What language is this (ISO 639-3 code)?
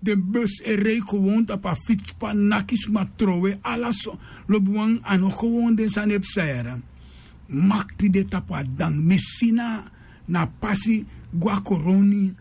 srn